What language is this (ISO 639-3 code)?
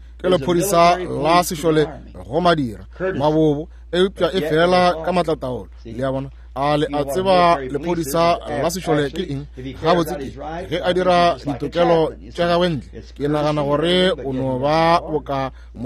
nso